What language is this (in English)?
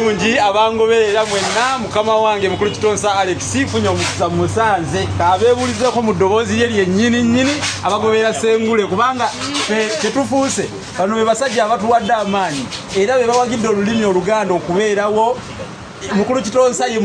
Ganda